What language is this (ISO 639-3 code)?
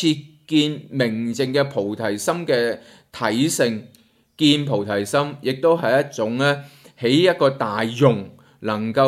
yue